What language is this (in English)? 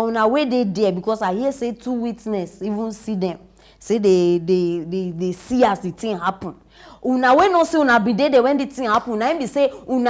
Nigerian Pidgin